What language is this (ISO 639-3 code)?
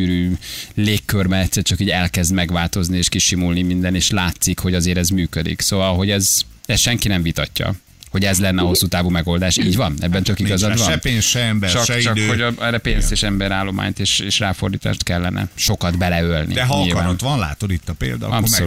hun